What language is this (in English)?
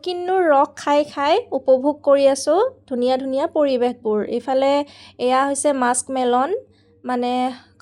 Assamese